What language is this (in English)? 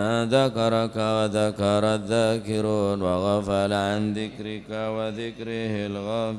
Madurese